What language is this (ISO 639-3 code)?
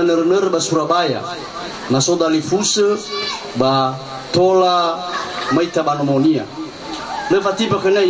nia